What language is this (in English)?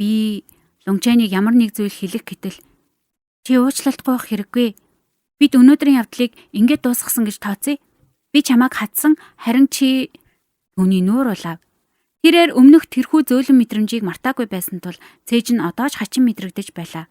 Mongolian